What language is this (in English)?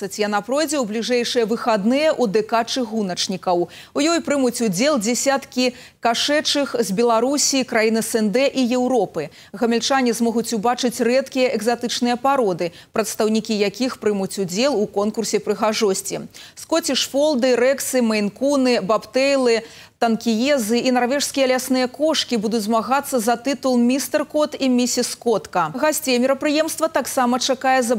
Belarusian